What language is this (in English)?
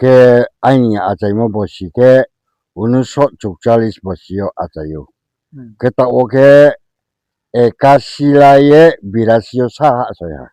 Riang (India)